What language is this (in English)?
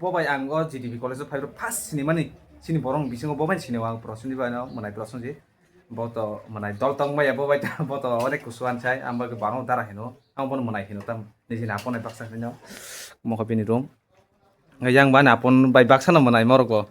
Kok Borok